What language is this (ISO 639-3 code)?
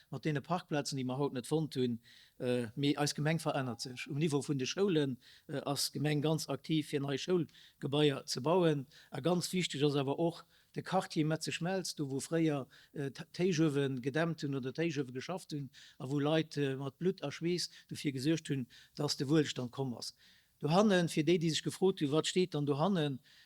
ltz